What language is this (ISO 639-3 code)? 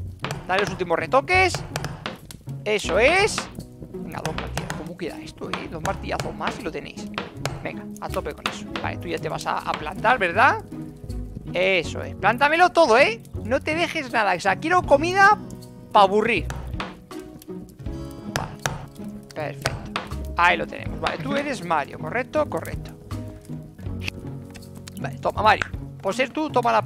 spa